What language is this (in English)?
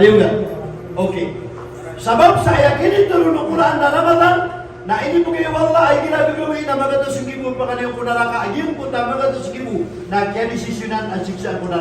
Maranao